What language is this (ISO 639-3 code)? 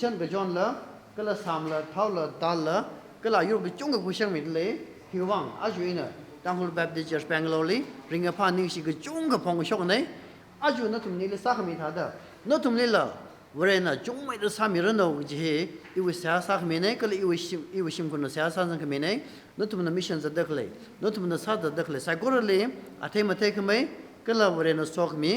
nmf